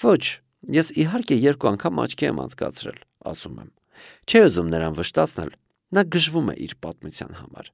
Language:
Armenian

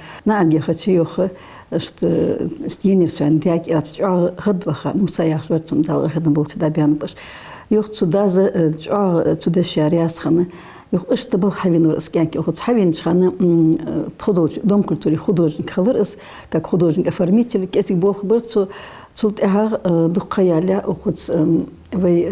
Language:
Ingush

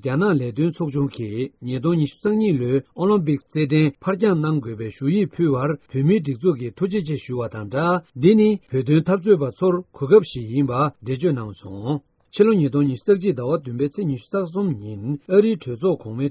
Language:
Tibetan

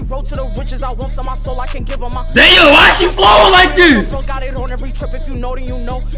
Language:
English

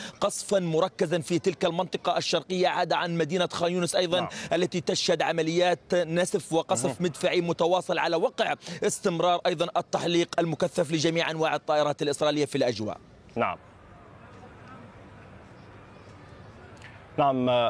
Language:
Arabic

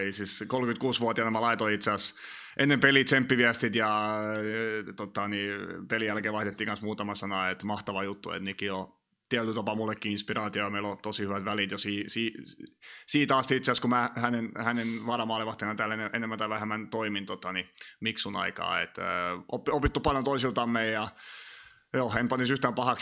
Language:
Finnish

